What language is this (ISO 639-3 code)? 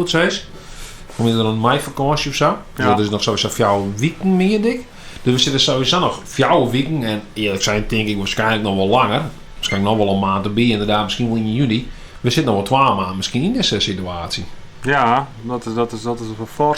fry